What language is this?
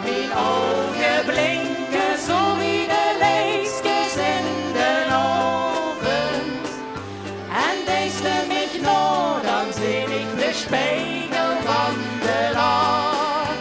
Limburgish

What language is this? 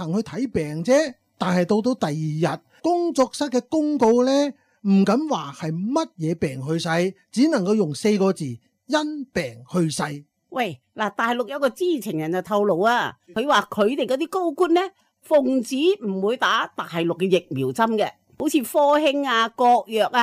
Cantonese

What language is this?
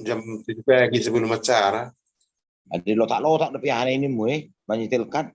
Batak Toba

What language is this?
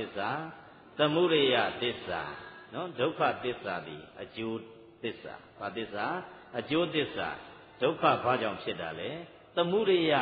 Burmese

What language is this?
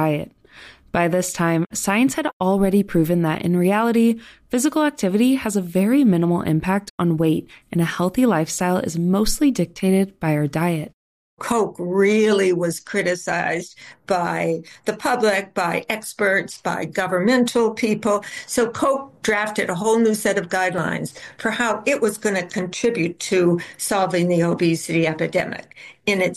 English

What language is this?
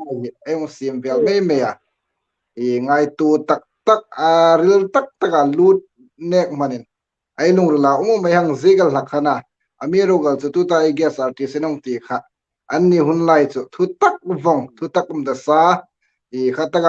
Hmar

